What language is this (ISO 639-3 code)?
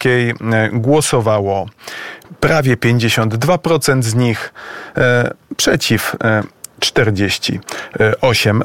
pol